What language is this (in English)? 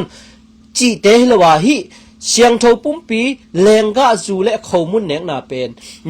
Tedim Chin